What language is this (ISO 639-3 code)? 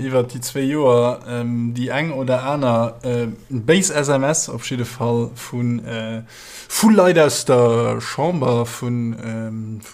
ltz